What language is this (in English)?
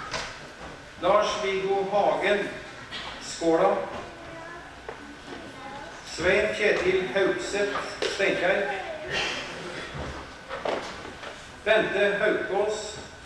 Norwegian